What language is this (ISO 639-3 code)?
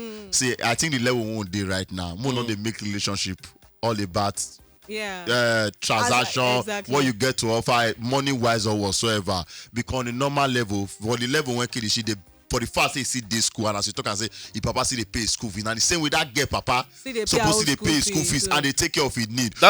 pcm